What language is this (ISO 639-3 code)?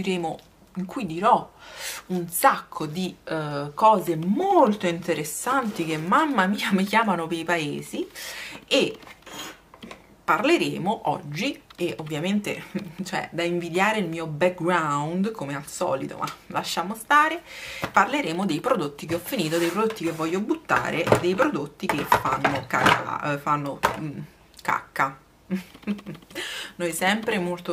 ita